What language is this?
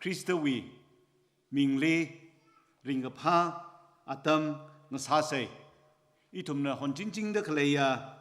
Tangkhul Naga (India)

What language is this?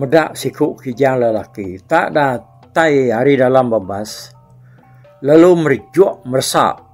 Iban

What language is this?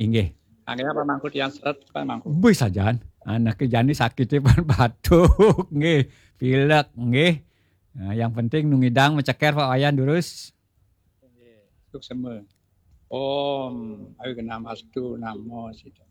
Balinese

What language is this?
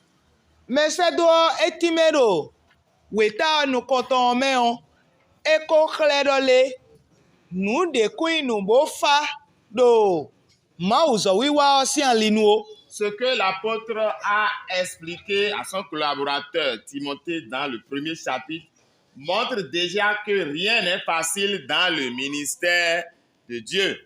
Fon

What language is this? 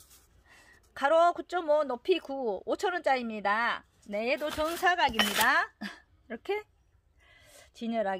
Korean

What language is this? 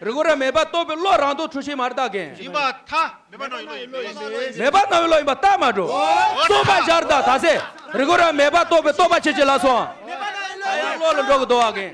Tibetan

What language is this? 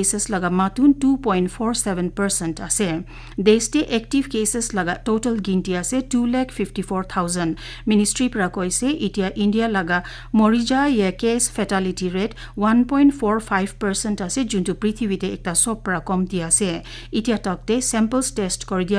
Naga Pidgin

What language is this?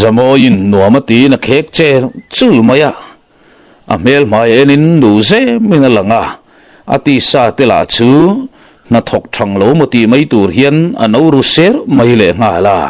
Mizo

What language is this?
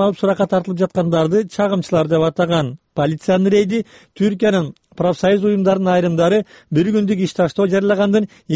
Kyrgyz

